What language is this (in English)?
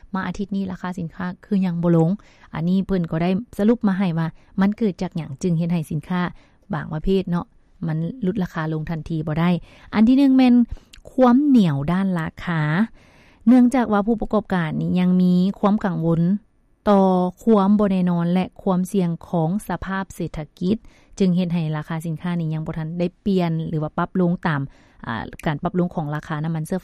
Lao